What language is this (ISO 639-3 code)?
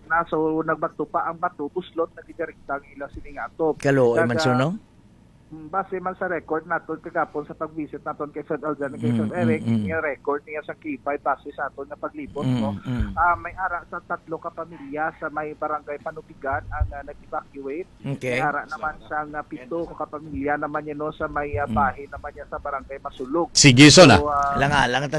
hil